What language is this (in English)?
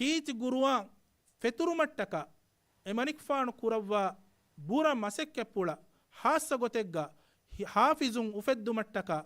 Divehi